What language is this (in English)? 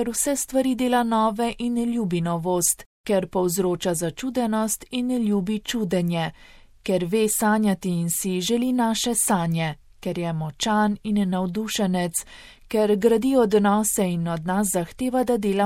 Slovenian